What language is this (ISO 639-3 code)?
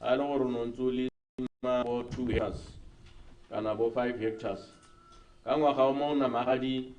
tsn